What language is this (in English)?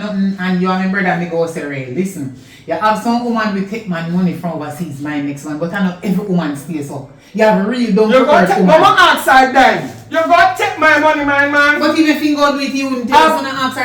Jamaican Creole English